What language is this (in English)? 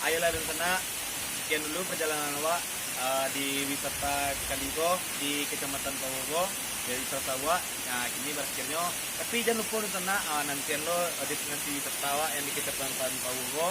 Minangkabau